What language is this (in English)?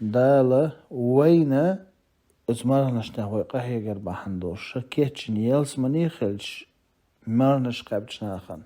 Chechen